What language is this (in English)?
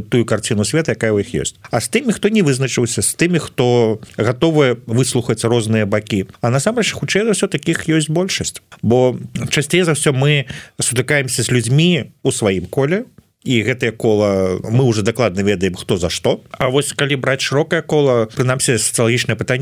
Belarusian